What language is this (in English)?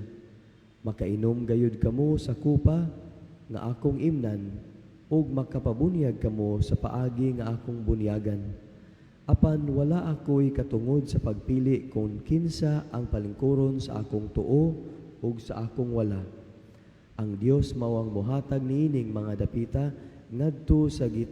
Cebuano